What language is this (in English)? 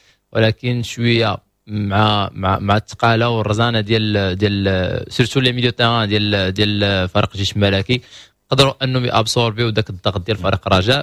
Moroccan Arabic